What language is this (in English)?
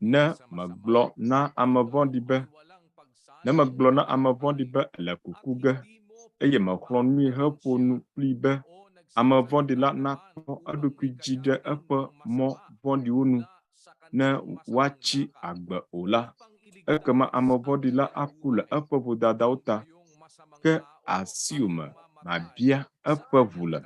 Ewe